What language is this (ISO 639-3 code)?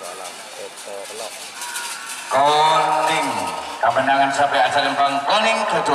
mad